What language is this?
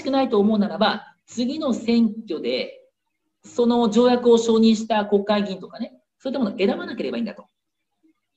Japanese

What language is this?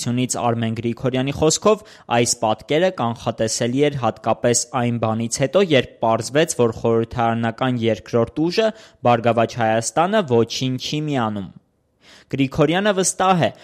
Armenian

